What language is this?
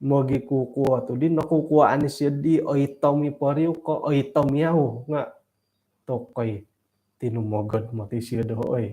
Central Dusun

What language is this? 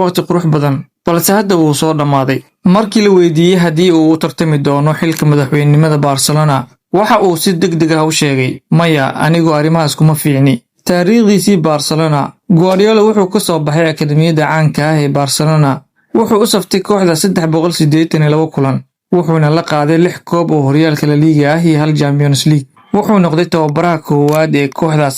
Somali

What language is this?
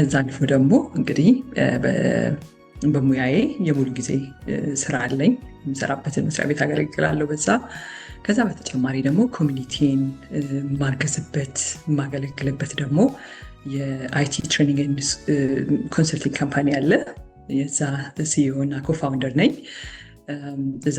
Amharic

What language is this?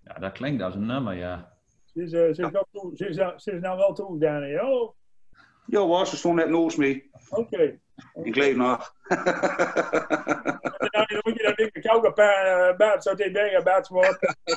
Gronings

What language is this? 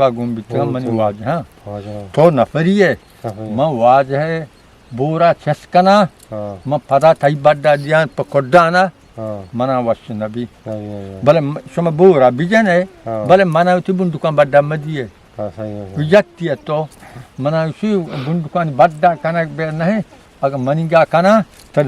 Eastern Balochi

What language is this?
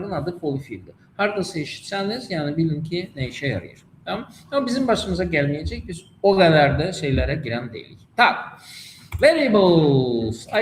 Azerbaijani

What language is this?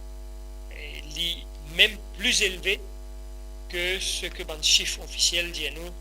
Morisyen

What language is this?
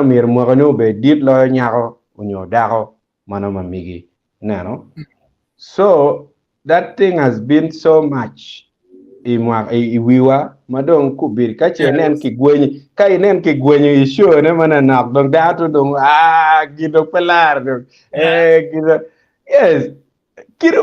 Acoli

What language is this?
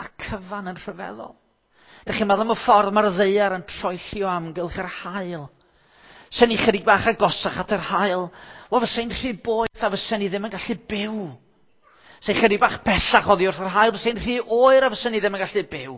Welsh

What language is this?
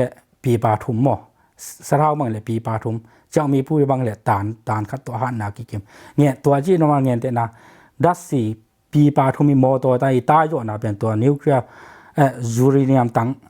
Tedim Chin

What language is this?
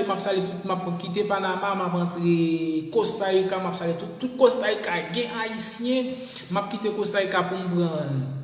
Haitian Creole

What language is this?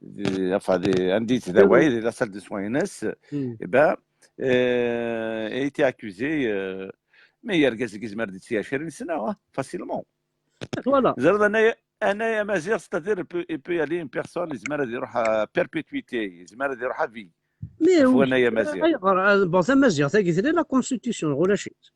Kabyle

